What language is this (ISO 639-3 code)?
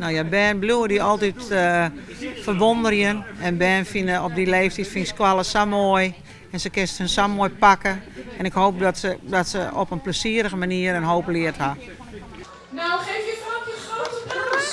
fry